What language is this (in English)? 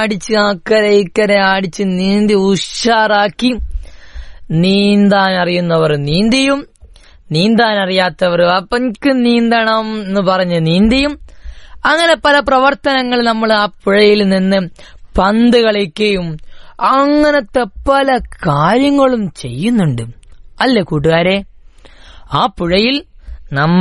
Malayalam